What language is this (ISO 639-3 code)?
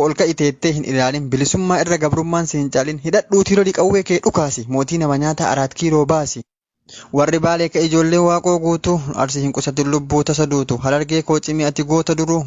orm